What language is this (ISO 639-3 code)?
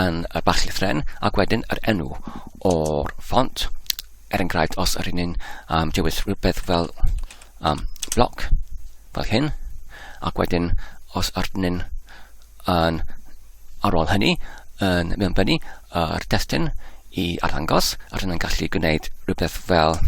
cym